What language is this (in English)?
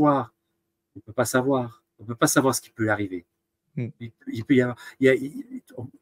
French